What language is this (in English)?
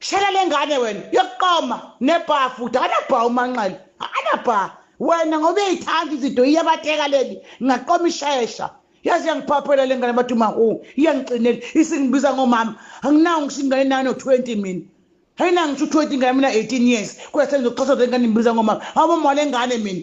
Zulu